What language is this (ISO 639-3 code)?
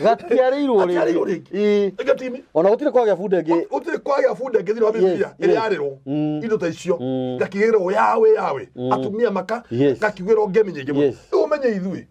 kik